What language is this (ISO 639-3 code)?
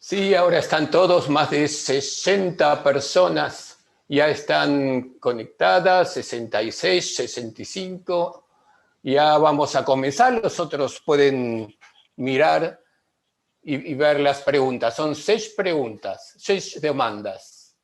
lad